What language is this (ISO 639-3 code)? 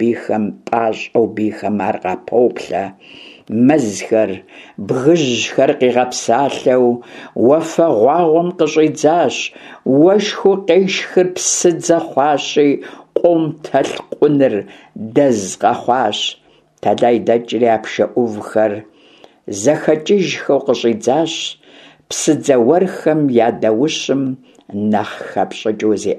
kbd